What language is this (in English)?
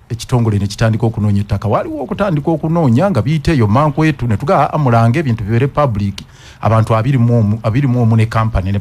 Ganda